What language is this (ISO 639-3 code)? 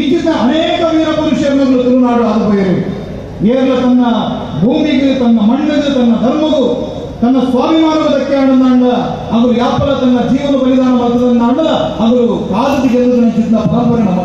tcy